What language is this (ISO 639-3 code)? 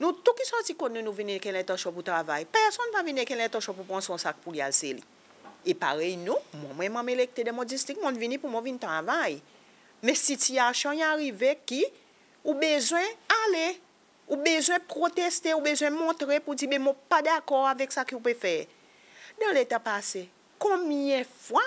crs